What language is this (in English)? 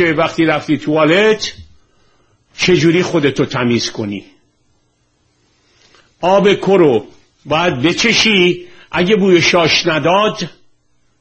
Persian